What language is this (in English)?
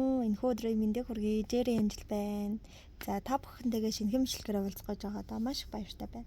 Mongolian